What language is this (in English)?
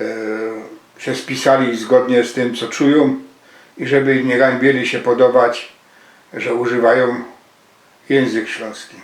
Silesian